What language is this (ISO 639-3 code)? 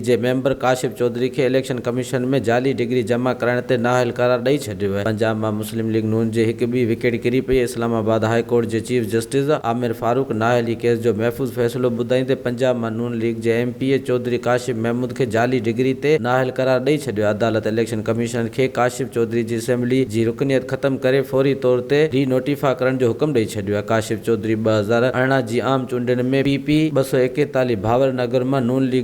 snd